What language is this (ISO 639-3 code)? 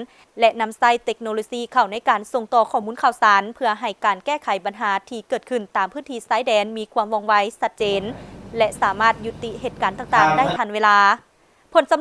lao